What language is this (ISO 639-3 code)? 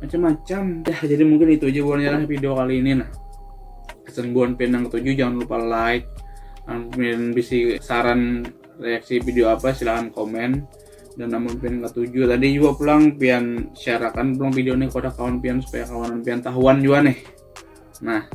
bjn